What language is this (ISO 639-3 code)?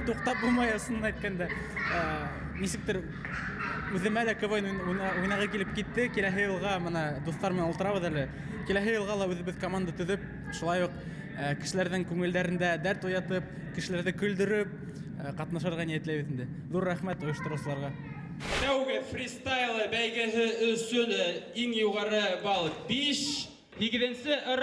bak